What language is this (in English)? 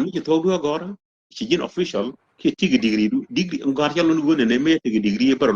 Nuer